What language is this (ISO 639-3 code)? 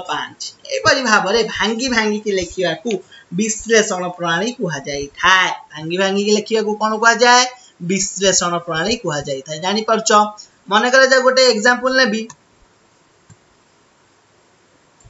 ori